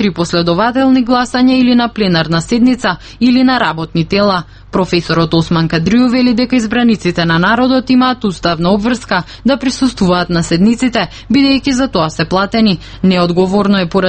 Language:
Macedonian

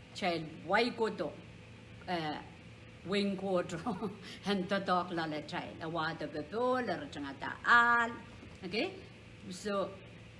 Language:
Pohnpeian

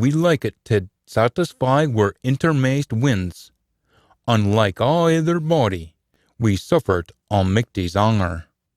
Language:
Scots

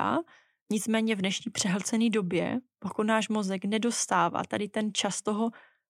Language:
Czech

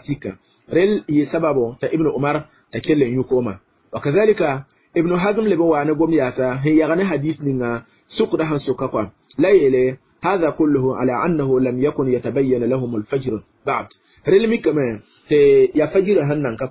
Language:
Mossi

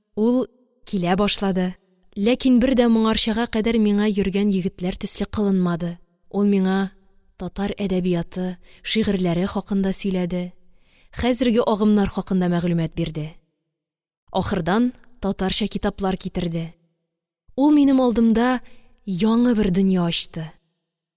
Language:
Tatar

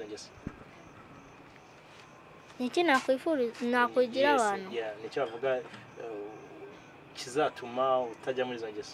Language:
Kinyarwanda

